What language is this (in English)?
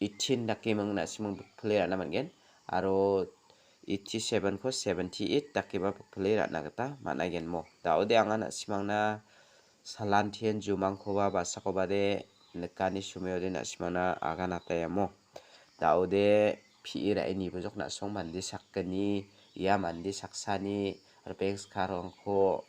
Garo